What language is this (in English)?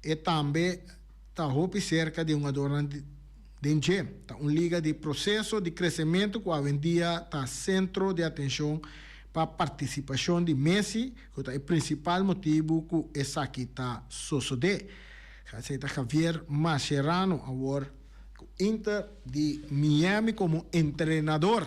Papiamento